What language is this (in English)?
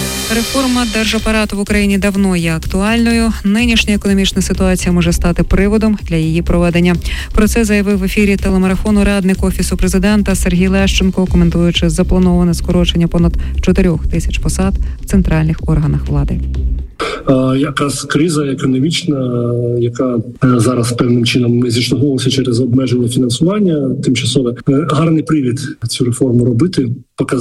Ukrainian